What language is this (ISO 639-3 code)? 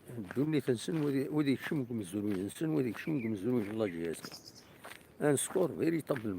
kab